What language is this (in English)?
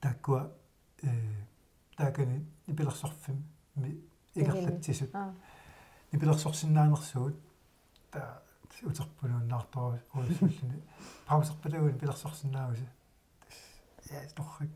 Kalaallisut